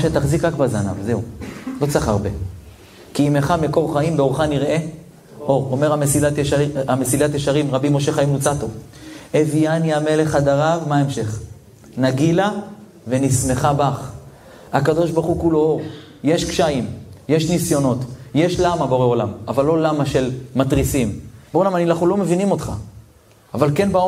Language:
Hebrew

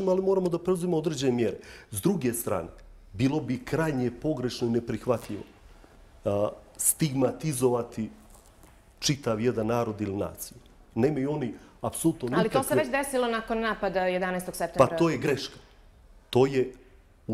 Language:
Bosnian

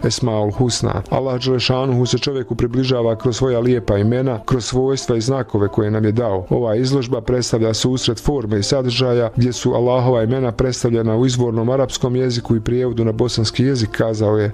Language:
Bosnian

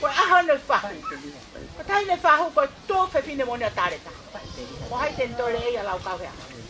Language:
Tongan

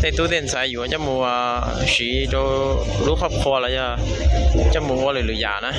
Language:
Hmong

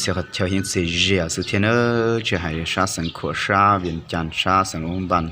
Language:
Hmong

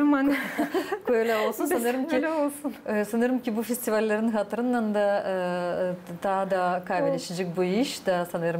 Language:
Gagauz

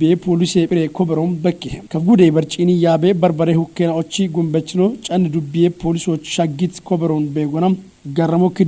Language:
Kafa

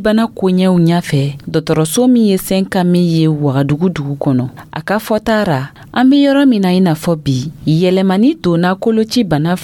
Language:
Dyula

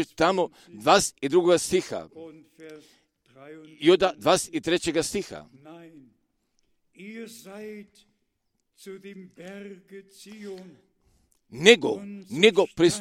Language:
Croatian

